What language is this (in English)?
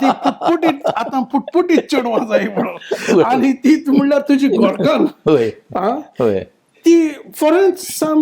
Konkani